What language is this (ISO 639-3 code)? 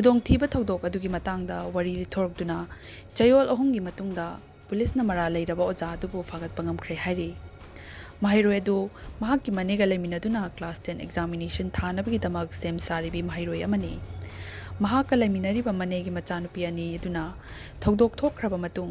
mni